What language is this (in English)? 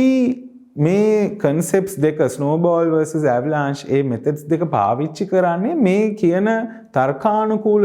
Sinhala